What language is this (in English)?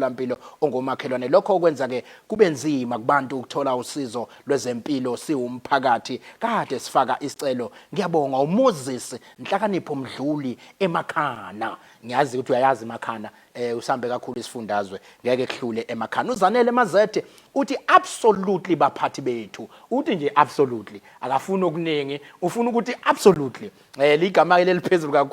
Zulu